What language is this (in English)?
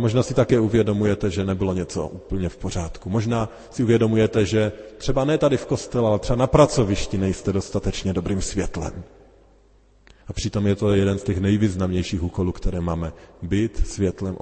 Czech